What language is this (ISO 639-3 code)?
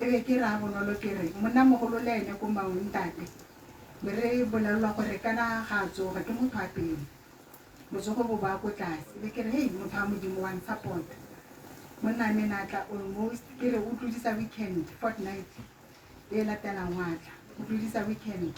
tsn